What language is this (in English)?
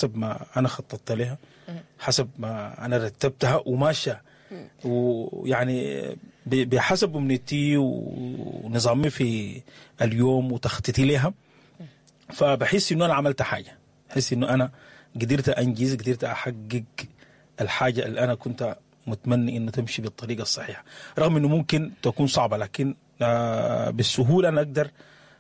Sudanese Arabic